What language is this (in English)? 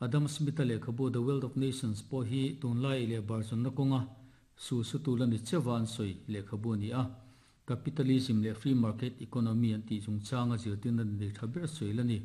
Mizo